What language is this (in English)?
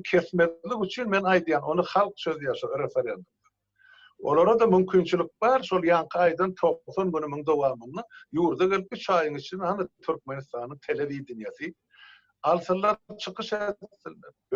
Turkmen